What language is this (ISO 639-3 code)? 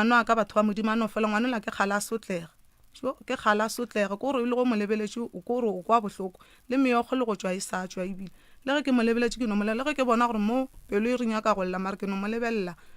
nso